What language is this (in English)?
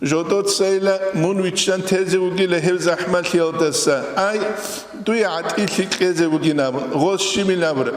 Avaric